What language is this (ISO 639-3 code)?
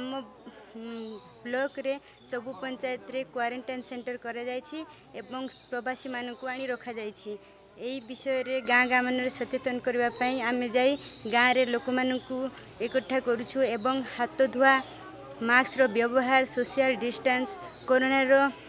ori